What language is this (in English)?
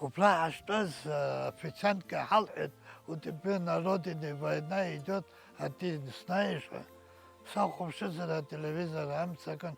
Abkhazian